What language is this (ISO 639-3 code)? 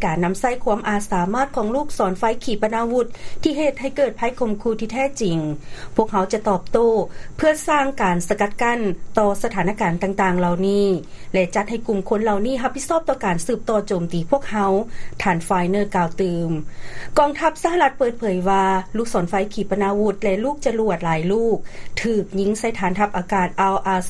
lao